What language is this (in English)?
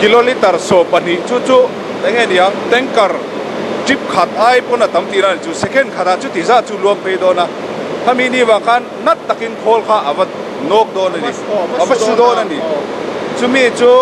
Mizo